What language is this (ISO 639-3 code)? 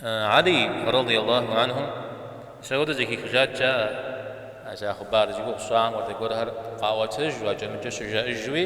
kbd